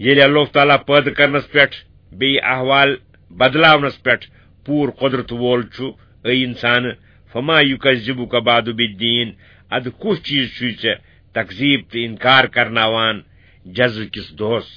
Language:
Kashmiri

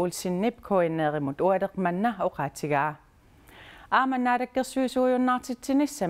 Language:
Kalaallisut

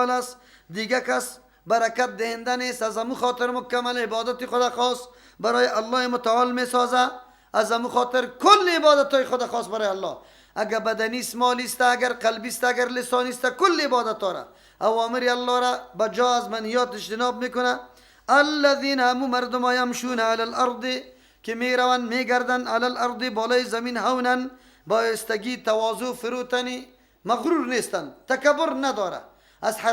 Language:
Persian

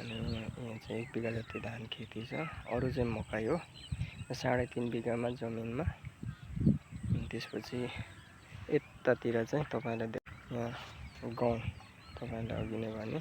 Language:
Nepali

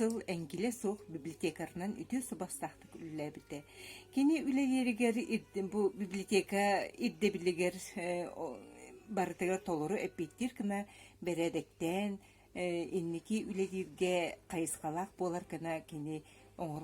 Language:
Yakut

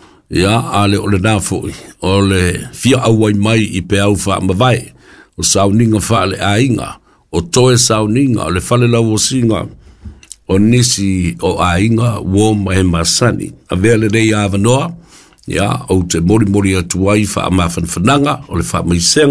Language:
Samoan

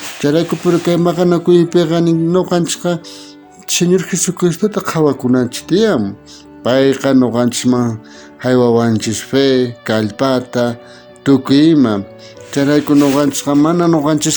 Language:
South Bolivian Quechua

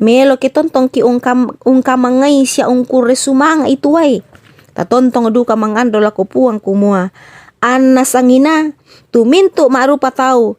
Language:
Toraja-Sa'dan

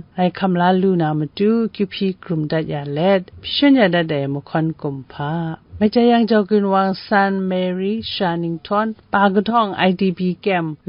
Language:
Kachin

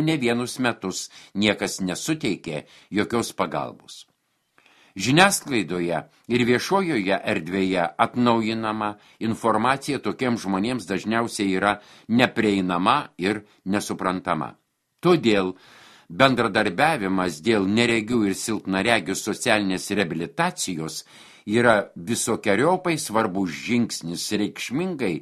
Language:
Lithuanian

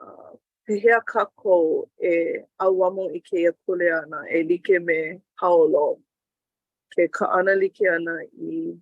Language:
Hawaiian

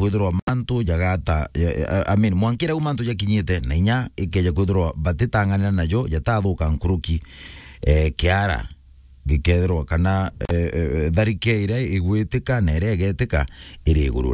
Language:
Meru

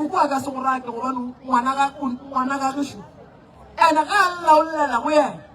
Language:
Northern Sotho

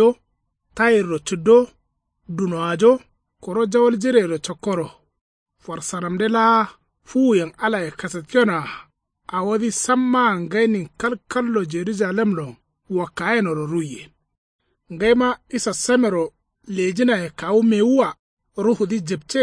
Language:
Kanuri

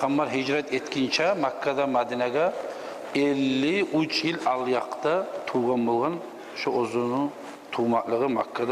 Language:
Kumyk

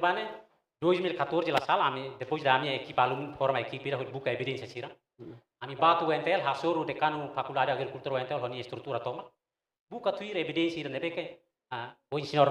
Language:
Tetum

